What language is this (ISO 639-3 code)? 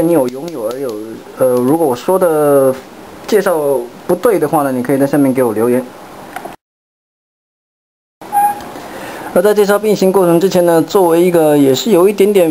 zho